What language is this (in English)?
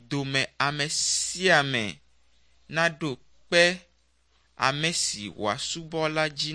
Ewe